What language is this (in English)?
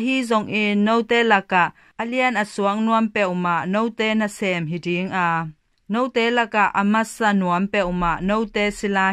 Tedim Chin